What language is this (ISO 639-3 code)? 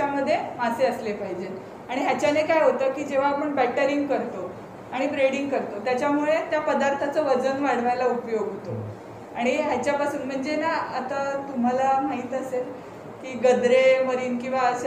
mar